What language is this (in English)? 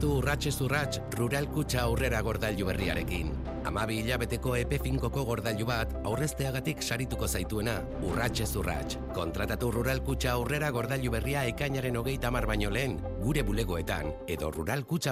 Basque